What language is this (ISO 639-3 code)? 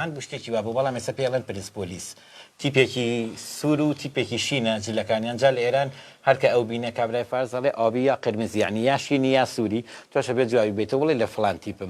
ckb